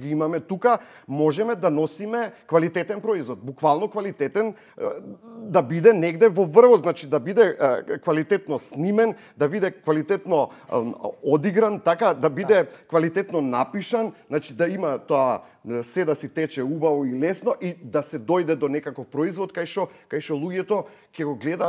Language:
Macedonian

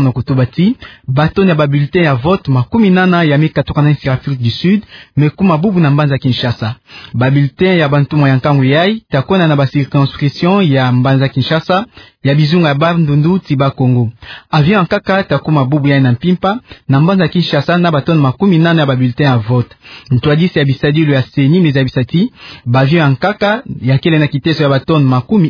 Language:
Kituba (Democratic Republic of Congo)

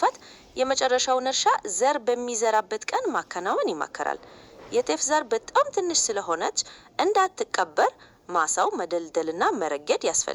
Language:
Amharic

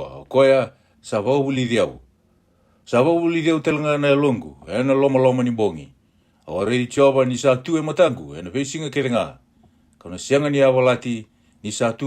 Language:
Fijian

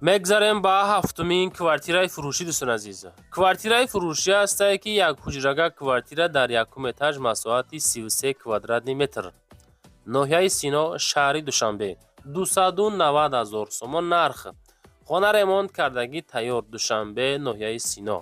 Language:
Tajik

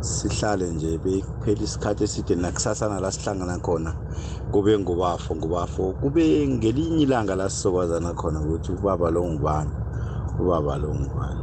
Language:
South Ndebele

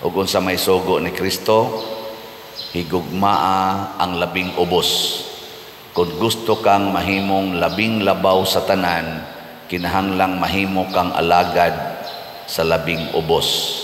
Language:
Cebuano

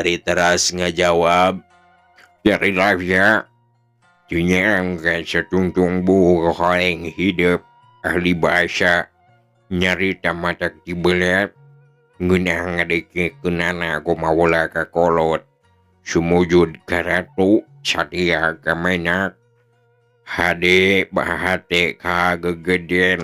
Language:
Sundanese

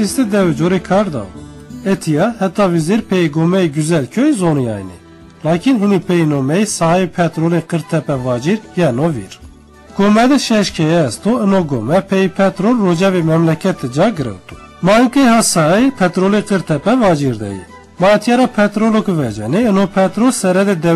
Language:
Zaza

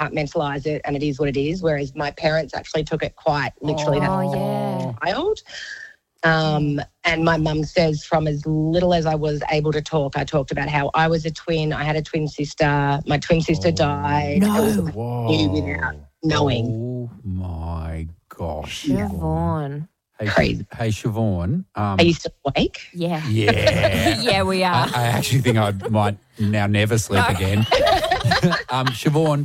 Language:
English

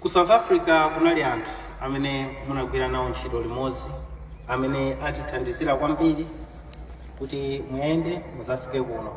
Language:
Nyanja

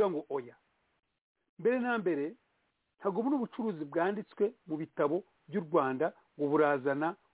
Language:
Kinyarwanda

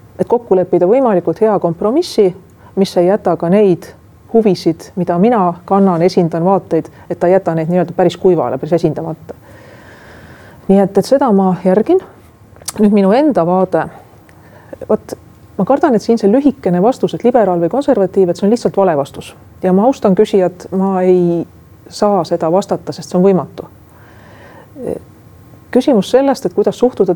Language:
Estonian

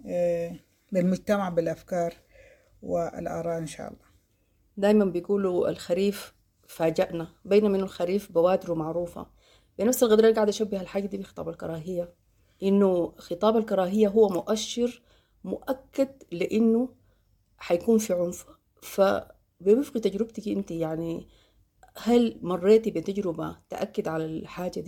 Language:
Sudanese Arabic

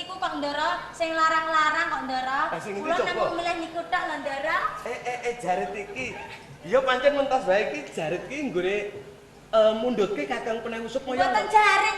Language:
Javanese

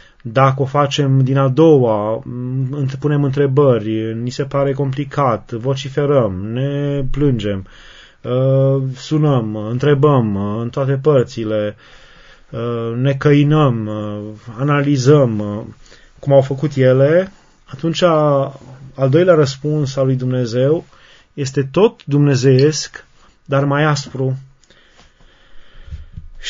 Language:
Romanian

